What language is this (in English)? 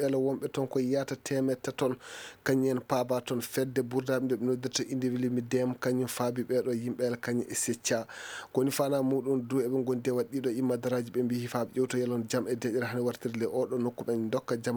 Fula